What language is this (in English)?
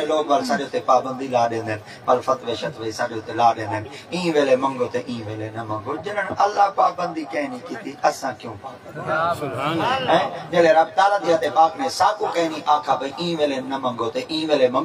Saraiki